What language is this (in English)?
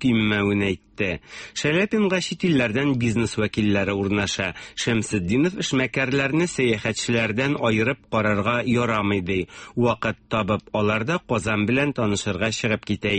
Tatar